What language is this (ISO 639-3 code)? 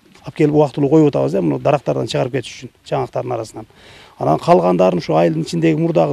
kir